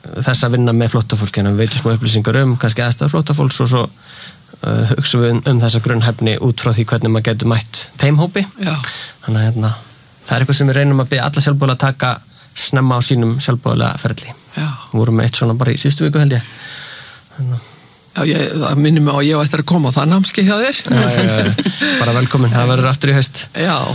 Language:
Icelandic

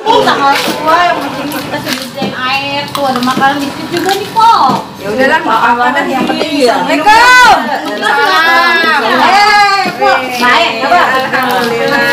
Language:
Betawi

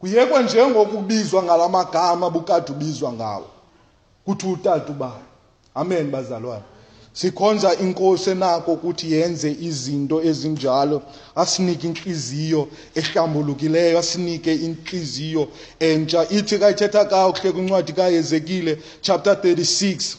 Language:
Xhosa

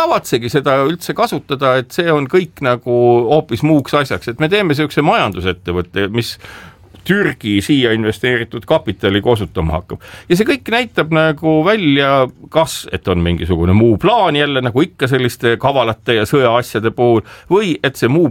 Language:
Estonian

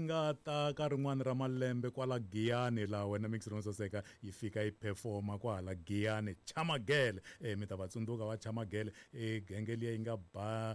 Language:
Tsonga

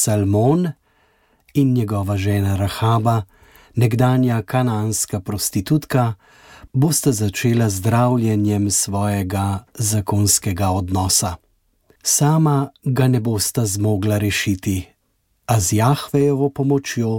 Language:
Slovenian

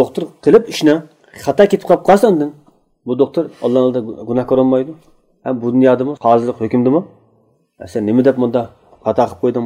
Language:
Uyghur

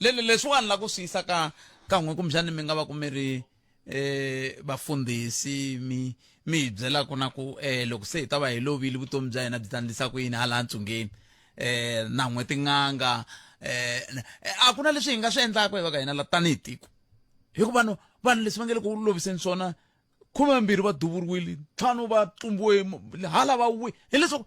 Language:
Tsonga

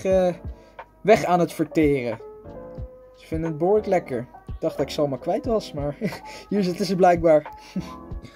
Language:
Dutch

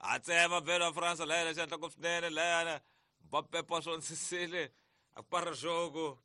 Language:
Tsonga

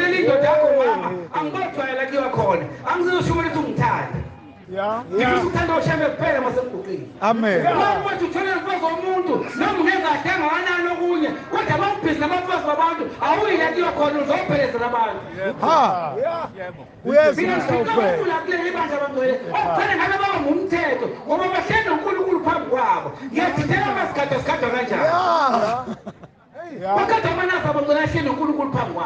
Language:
Zulu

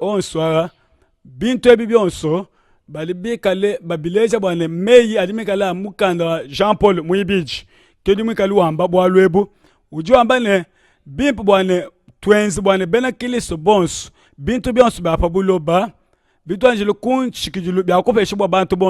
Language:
Luba-Lulua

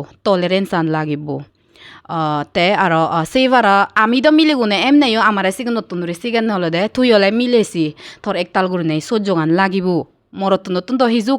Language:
Chakma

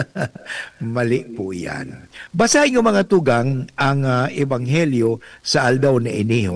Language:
Bikol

